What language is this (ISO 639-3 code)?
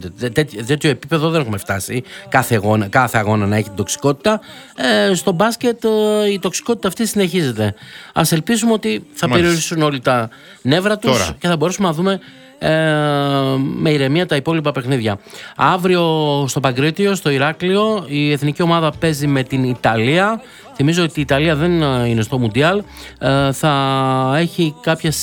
ell